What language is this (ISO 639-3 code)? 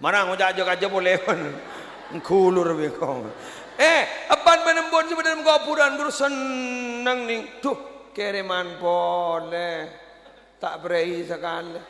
mad